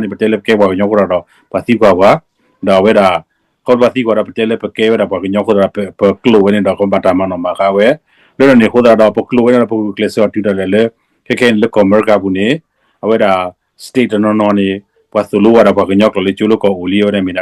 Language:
S'gaw Karen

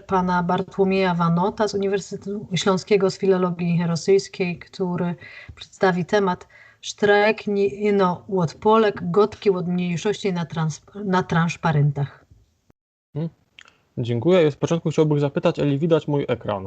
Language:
Silesian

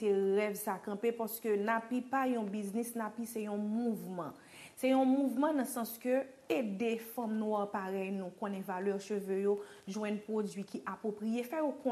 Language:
Haitian Creole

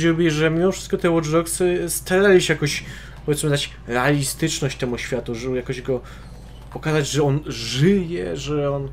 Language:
Polish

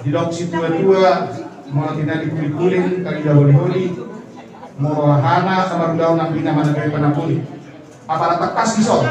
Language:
Batak Toba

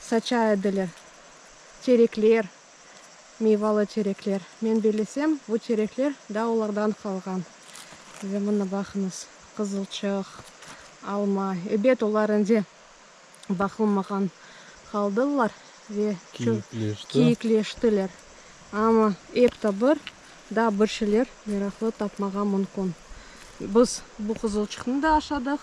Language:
Crimean Tatar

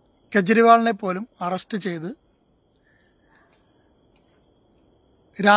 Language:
Malayalam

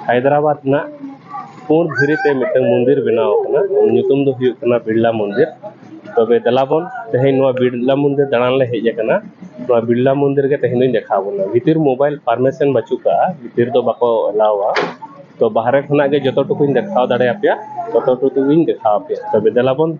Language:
Santali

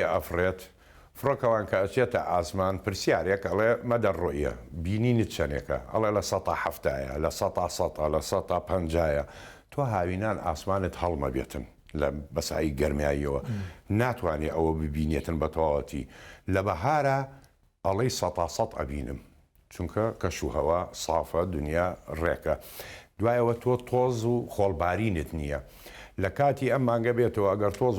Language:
Central Kurdish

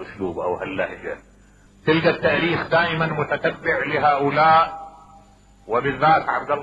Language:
Mesopotamian Arabic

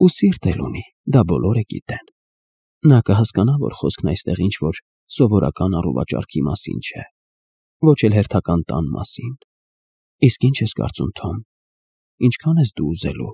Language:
Armenian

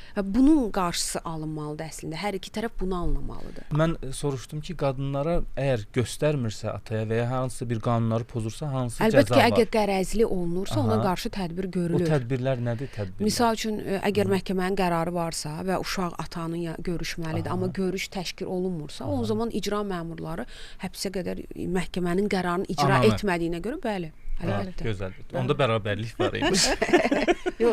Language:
Azerbaijani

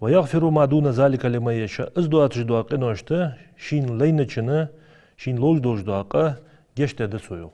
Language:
Ingush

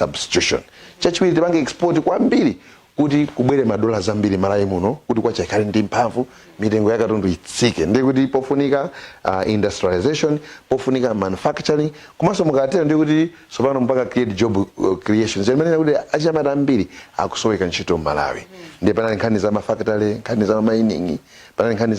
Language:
Nyanja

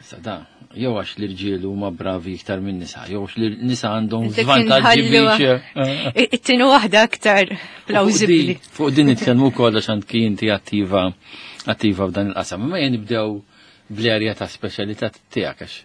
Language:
Maltese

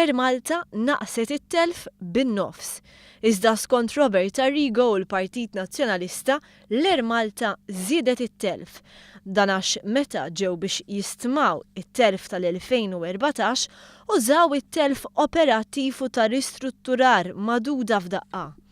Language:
Maltese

